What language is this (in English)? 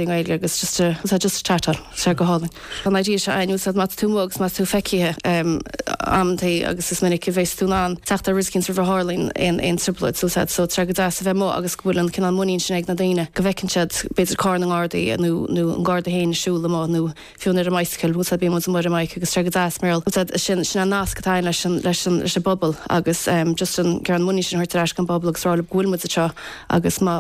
Irish